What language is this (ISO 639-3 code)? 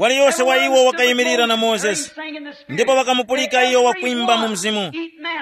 tum